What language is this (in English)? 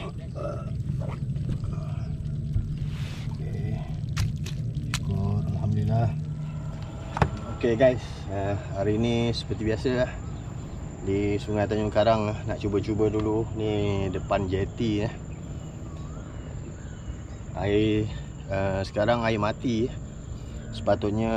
Malay